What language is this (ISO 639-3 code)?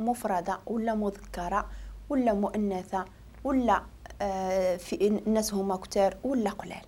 ary